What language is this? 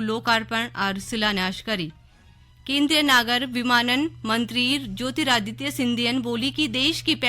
Garhwali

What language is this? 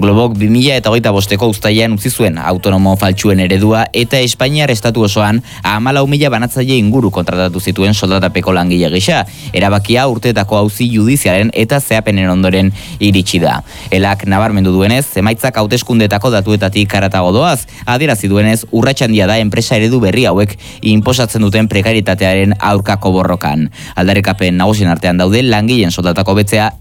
Basque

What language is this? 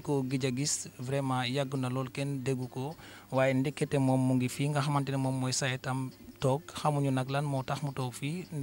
Wolof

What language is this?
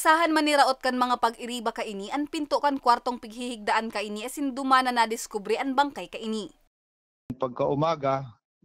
Bikol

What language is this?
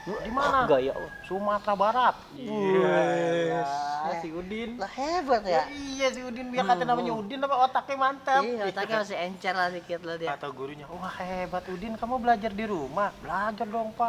Betawi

